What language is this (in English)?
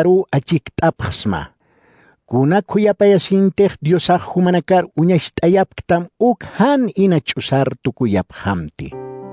Aymara